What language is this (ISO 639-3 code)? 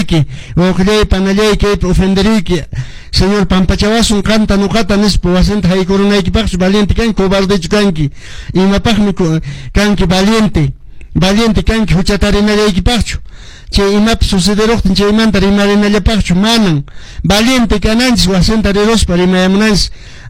que